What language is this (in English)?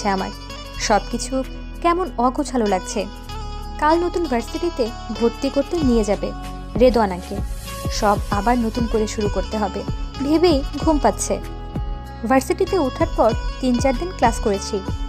Bangla